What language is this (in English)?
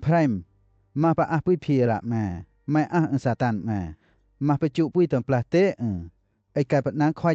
Western Lawa